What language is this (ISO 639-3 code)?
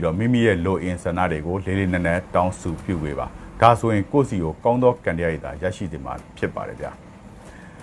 mya